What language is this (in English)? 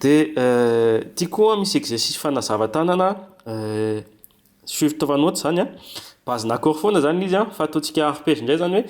Malagasy